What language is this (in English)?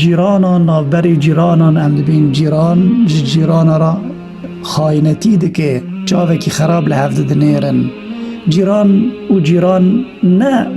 Kurdish